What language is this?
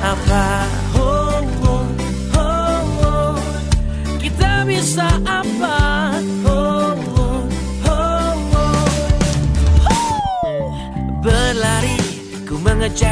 Indonesian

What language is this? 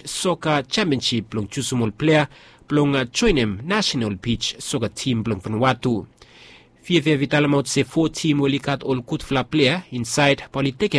Bislama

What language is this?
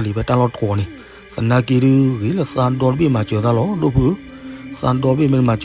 S'gaw Karen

